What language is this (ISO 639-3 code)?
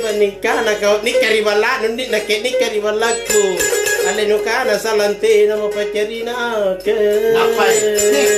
mak